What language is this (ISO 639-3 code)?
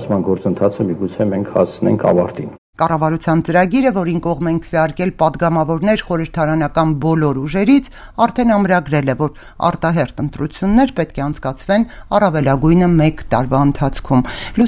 hye